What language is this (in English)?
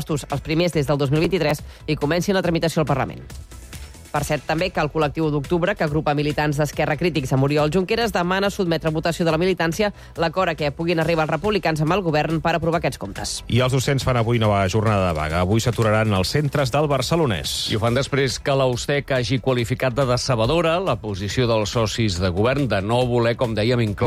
Catalan